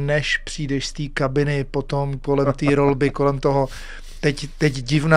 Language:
Czech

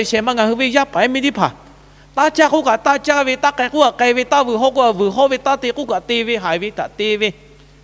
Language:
Lahu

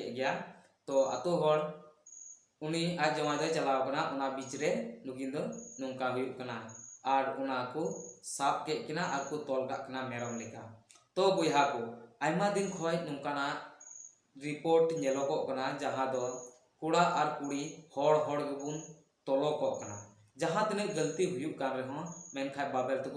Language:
Santali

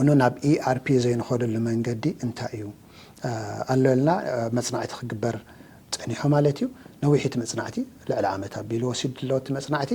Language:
Tigrinya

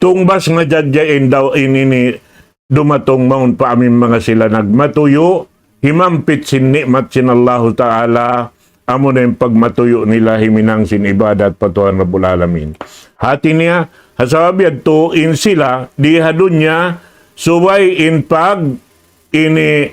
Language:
Tausug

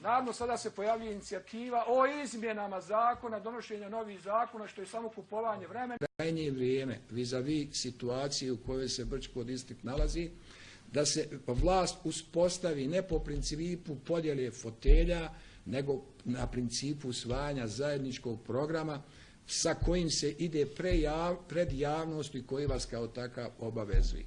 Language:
Bosnian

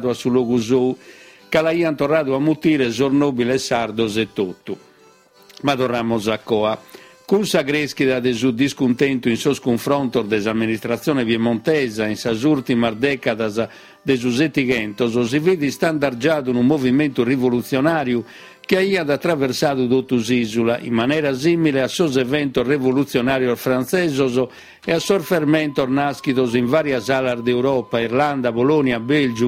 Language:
Sardinian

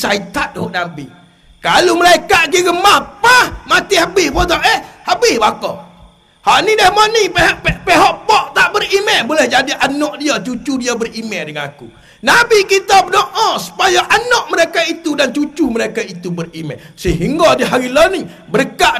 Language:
Malay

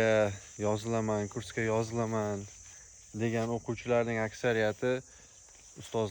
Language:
Uzbek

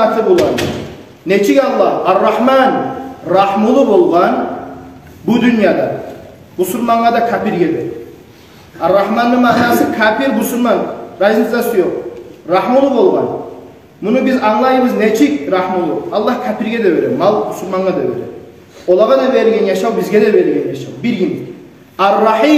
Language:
Kumyk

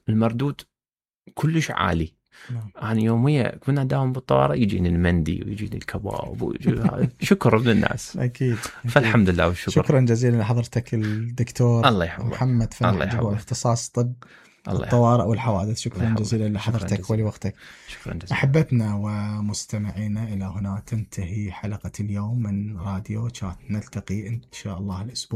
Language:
Mesopotamian Arabic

